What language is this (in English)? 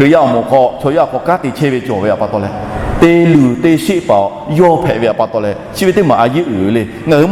Lahu